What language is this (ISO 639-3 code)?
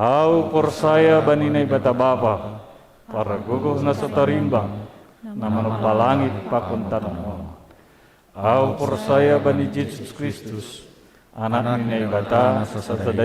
bts